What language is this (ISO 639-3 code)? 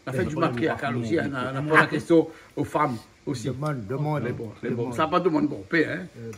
rcf